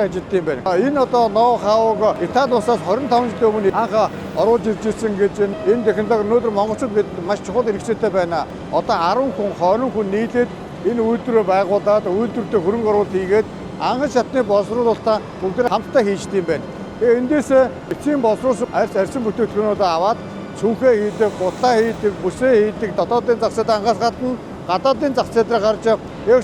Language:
Mongolian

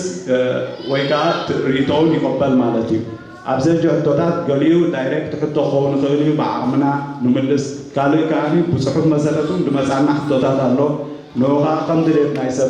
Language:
Tigrinya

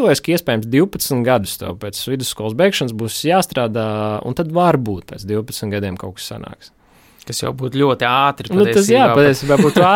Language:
Latvian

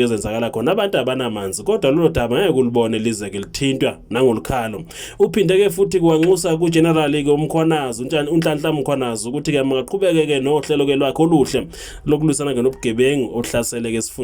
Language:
Zulu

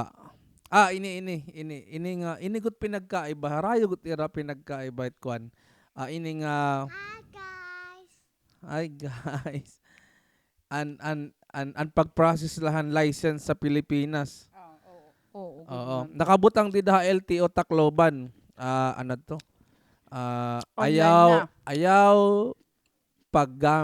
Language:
Waray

